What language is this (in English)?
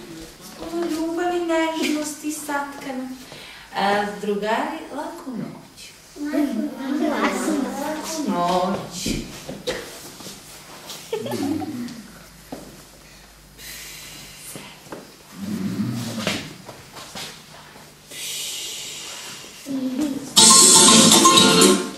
Serbian